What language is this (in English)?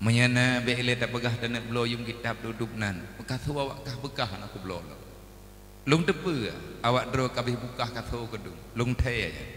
Achinese